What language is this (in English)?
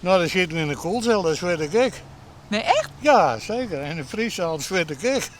Western Frisian